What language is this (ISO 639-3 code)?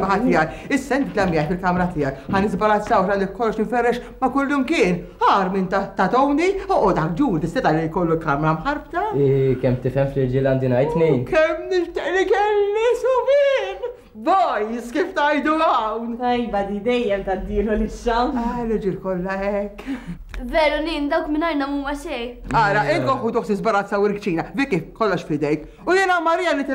mlt